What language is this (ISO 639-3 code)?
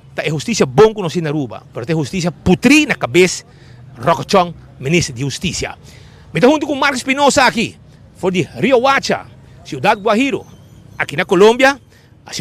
pap